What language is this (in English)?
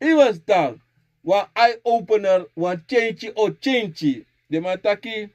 Sranan Tongo